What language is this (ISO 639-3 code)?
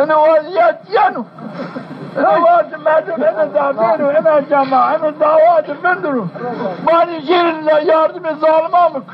zza